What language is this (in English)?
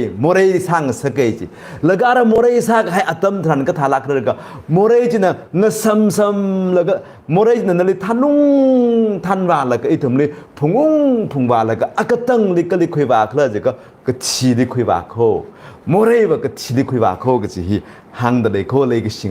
Tangkhul Naga (India)